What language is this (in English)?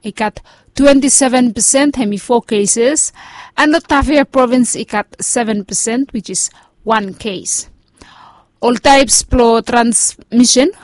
Bislama